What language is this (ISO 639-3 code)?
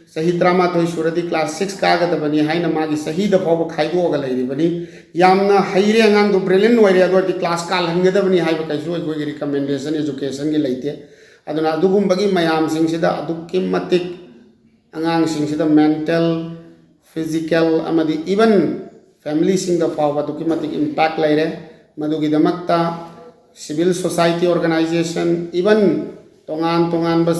mni